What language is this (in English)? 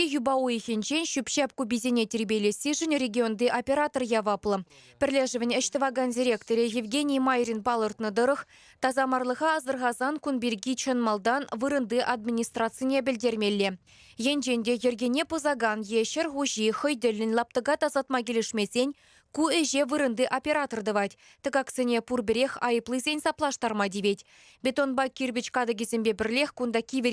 Chuvash